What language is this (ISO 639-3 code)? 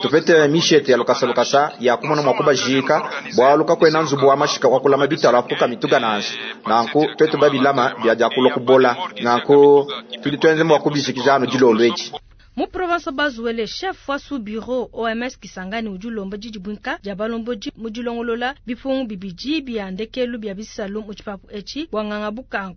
lua